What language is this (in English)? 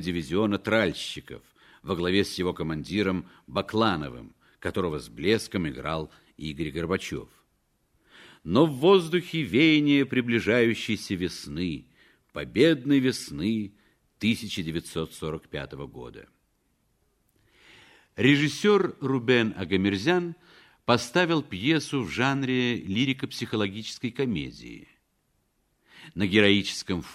Russian